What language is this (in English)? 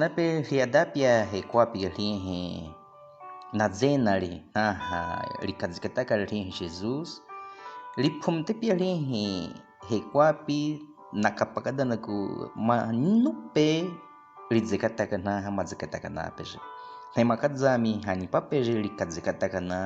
Baniwa